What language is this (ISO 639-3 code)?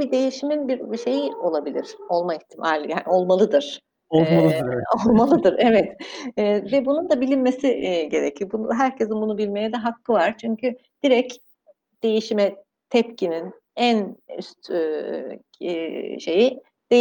tur